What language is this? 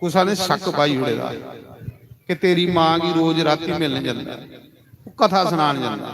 Dogri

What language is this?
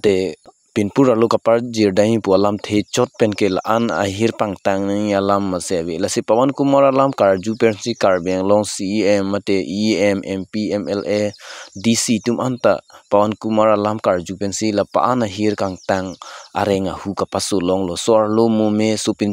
Karbi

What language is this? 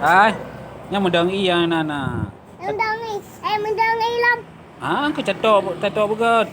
Achinese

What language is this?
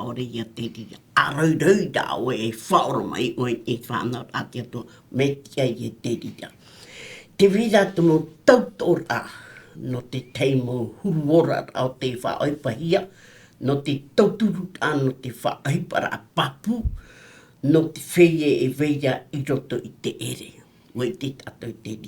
Tahitian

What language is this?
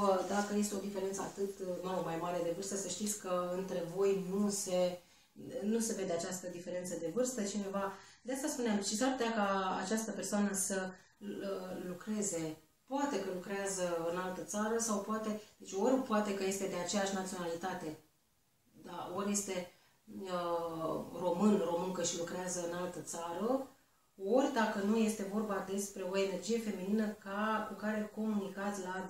Romanian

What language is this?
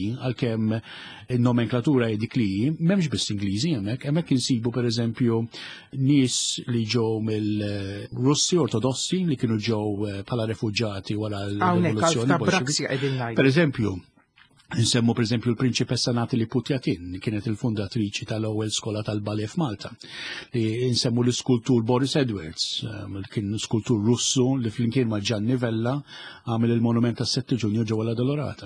Maltese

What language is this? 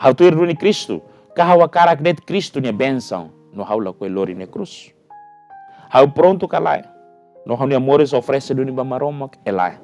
Tetum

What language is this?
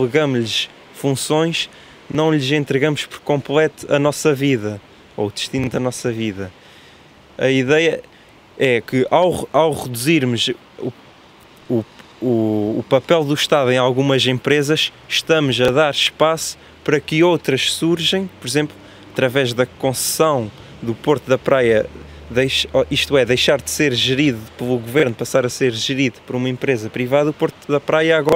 Portuguese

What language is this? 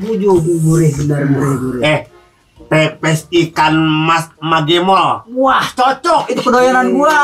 Betawi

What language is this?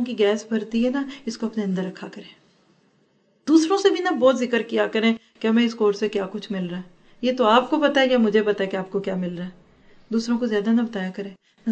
Urdu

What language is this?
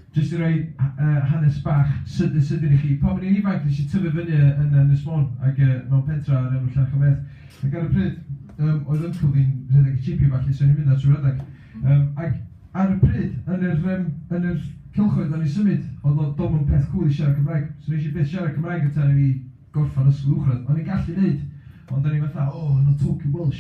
Welsh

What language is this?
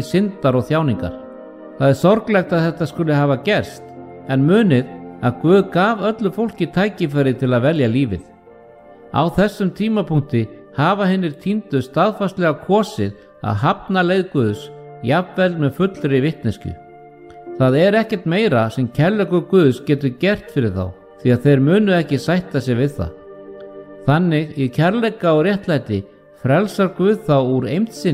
Icelandic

